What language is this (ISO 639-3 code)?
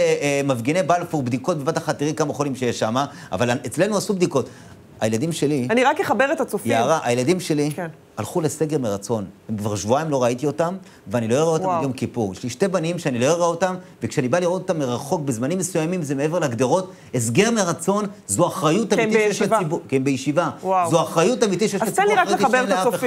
heb